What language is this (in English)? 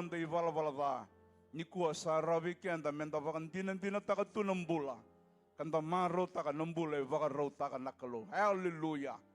Fijian